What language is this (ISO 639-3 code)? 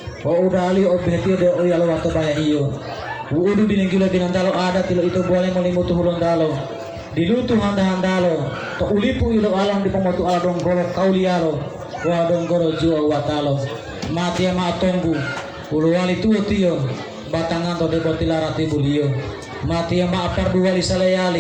gor